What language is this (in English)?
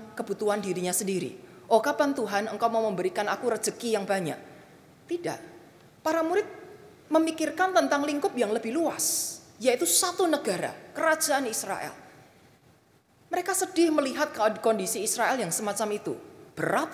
Indonesian